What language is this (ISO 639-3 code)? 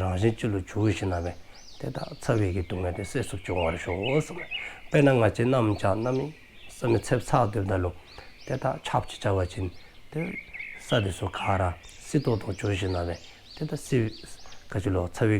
dzo